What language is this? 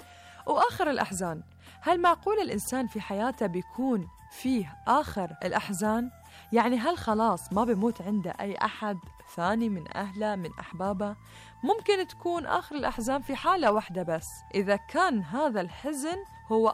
Gulf Arabic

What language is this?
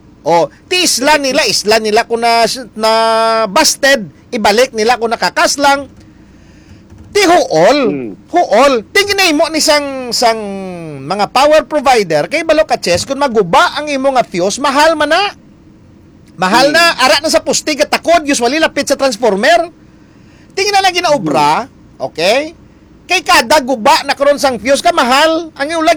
Hiligaynon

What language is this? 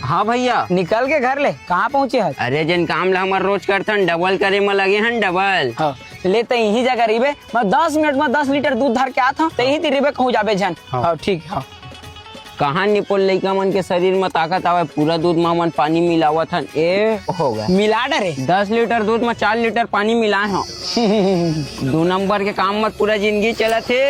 Chhattisgarhi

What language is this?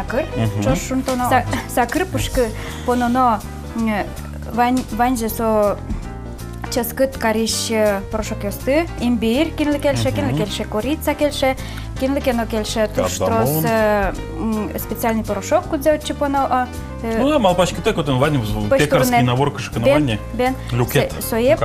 Udmurt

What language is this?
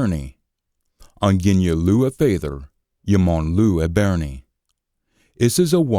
Scots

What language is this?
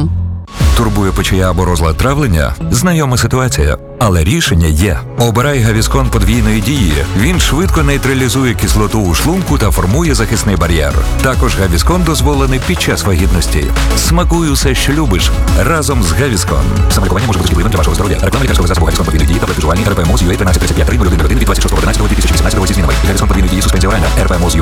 Ukrainian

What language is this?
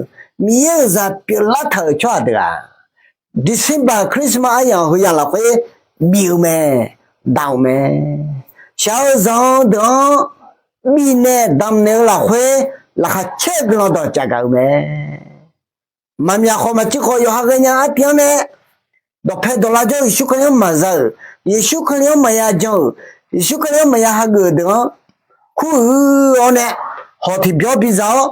Akha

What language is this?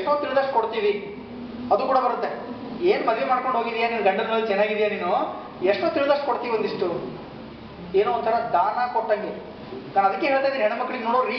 Kannada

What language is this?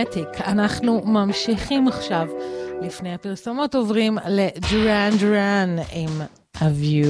Hebrew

